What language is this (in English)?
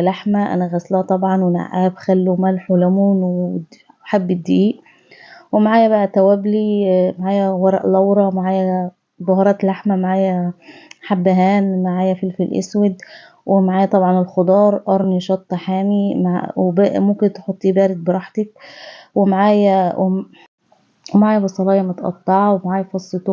Egyptian Arabic